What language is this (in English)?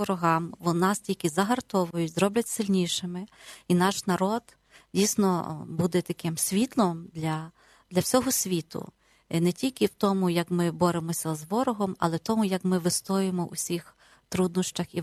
Ukrainian